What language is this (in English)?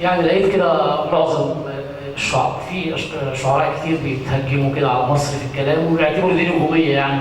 Egyptian Arabic